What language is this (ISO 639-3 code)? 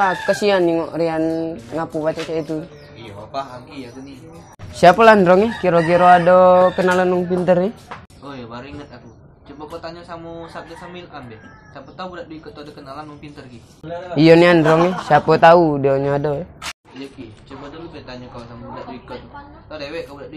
mui